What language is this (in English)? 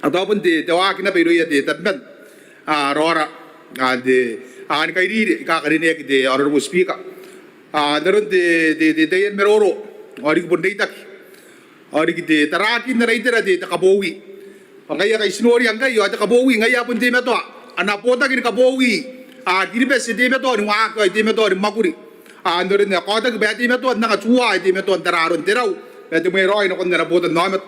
Gilbertese